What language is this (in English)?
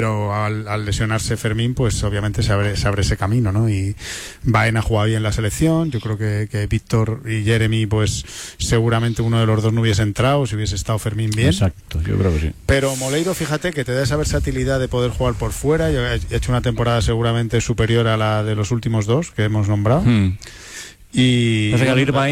Spanish